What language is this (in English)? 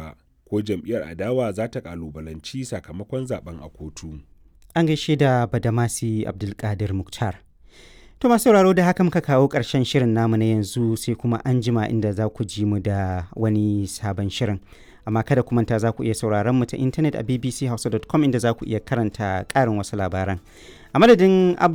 Hausa